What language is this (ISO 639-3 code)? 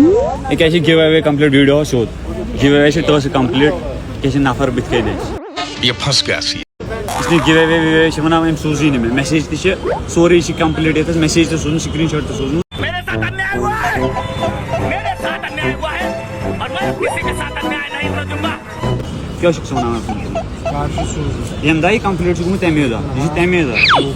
kas